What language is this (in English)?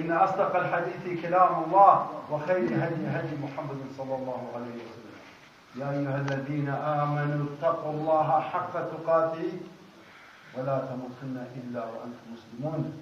Kurdish